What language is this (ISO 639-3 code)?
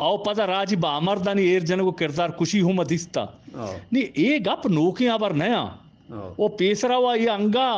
bgp